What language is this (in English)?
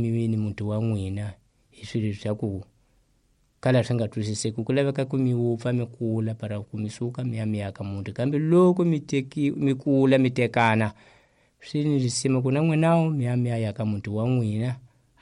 Tsonga